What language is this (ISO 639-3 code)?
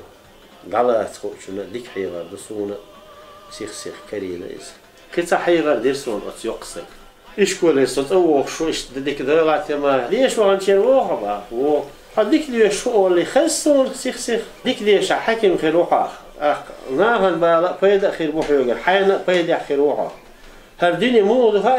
che